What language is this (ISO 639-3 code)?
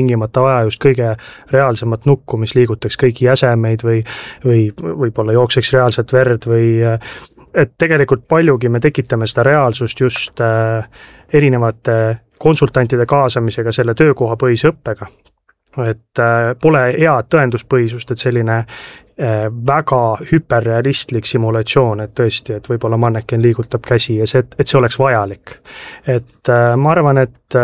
est